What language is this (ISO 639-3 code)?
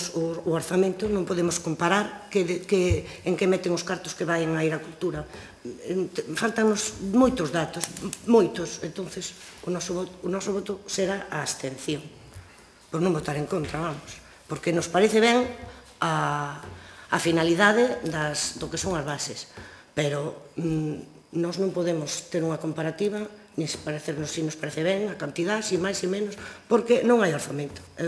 glg